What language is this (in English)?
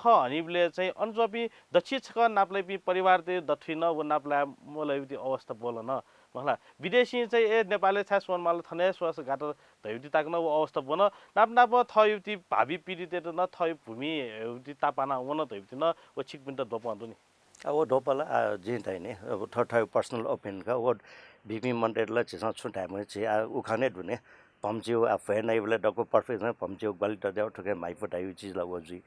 Newari